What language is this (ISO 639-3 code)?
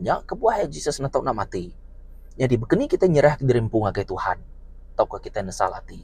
iba